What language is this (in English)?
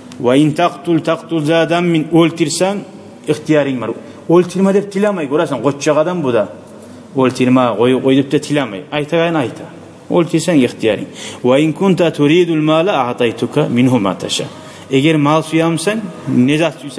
Kumyk